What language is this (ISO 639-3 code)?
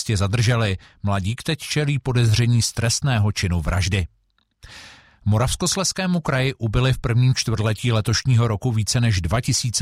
ces